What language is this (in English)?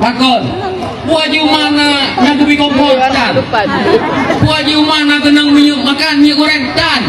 Achinese